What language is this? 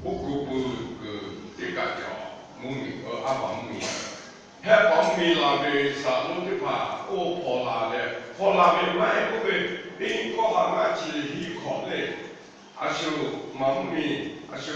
Lahu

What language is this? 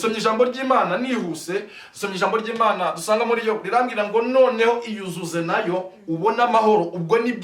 Kinyarwanda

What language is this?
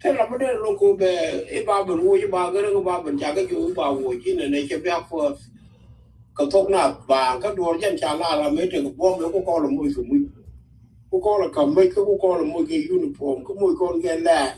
Nuer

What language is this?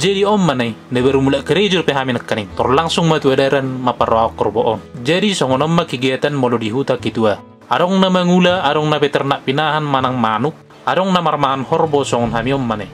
Batak Toba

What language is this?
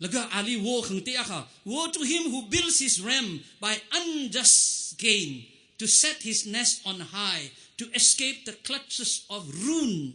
Tangkhul Naga (India)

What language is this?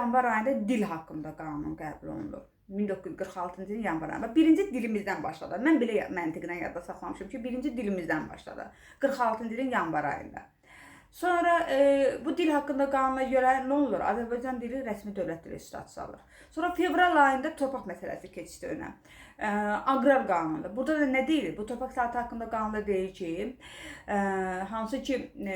Azerbaijani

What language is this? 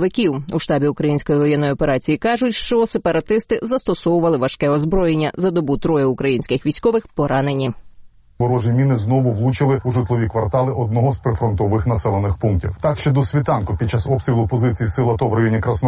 Ukrainian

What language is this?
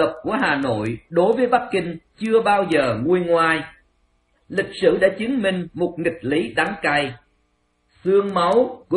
Vietnamese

